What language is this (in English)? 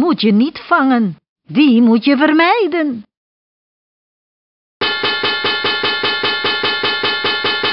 Dutch